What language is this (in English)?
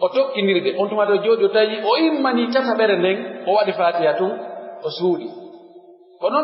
Pular